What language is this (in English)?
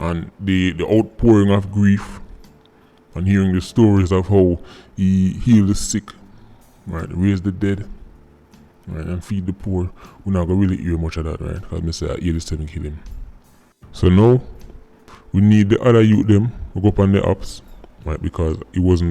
Jamaican Creole English